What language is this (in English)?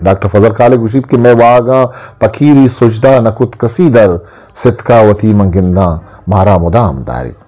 Eastern Balochi